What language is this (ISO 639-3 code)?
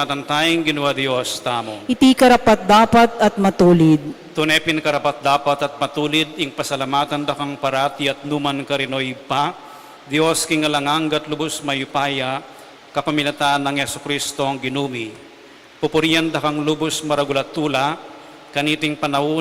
pam